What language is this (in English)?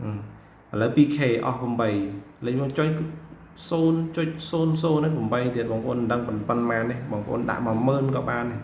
Khmer